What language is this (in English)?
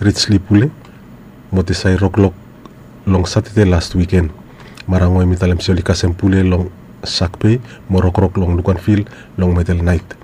Bislama